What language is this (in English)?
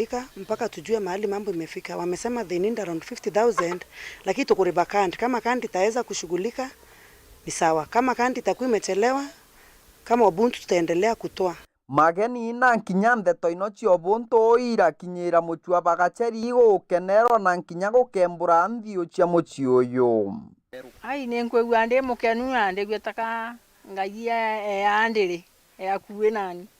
Meru